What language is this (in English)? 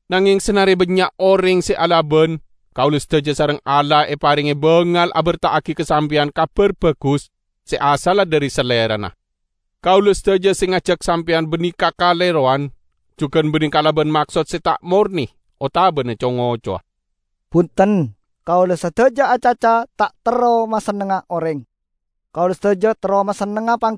Madurese